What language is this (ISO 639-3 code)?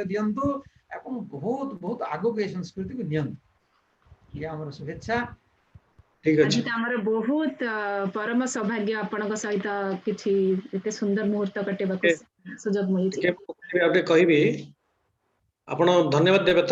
ori